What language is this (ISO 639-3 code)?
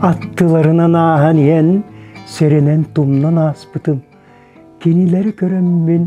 sah